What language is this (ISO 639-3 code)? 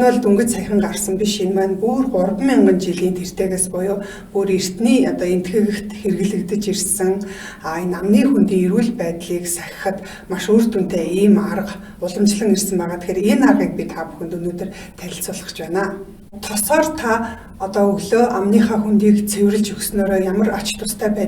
mon